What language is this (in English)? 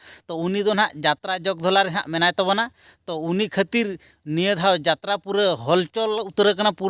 Santali